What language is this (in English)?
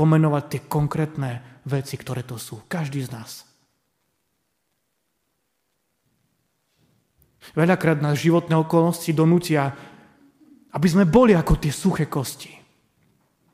Slovak